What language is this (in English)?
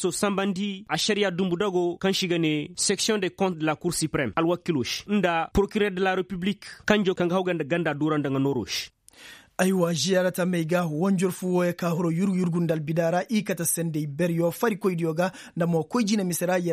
Koyraboro Senni